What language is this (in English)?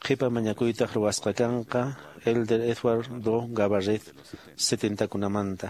Quechua